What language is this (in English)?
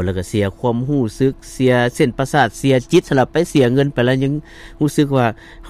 Lao